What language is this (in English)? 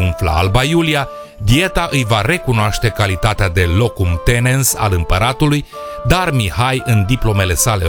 Romanian